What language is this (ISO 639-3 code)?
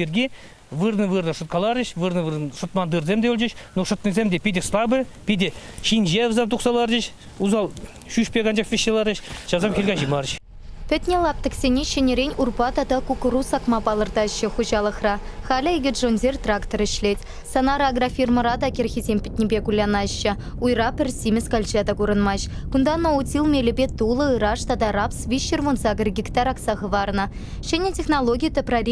chv